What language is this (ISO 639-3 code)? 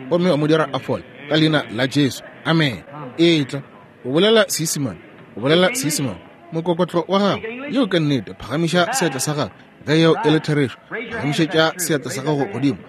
nso